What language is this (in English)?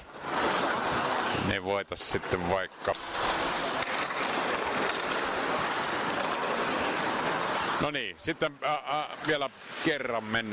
Finnish